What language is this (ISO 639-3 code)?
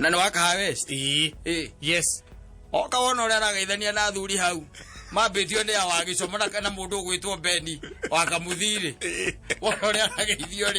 kik